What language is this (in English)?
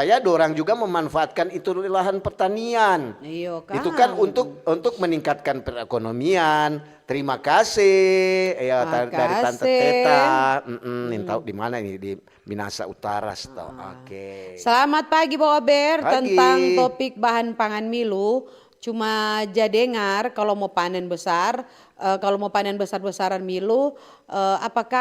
Manado Malay